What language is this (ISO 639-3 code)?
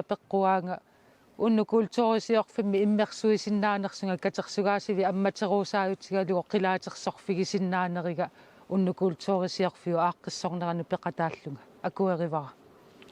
kal